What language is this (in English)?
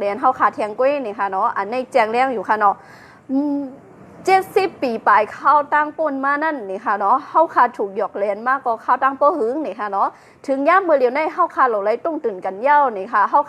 Shan